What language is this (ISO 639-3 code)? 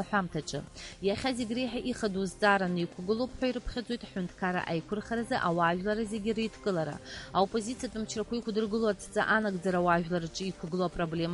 abk